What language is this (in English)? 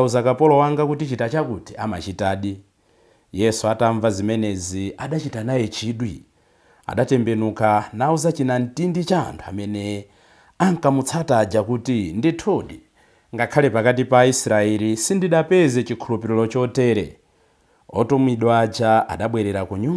Nyanja